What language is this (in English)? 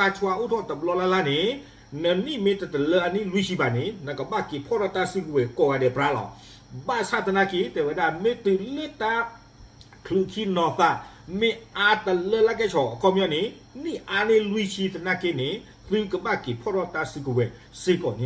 S'gaw Karen